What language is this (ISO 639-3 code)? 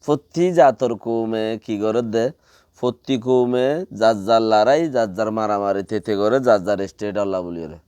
rhg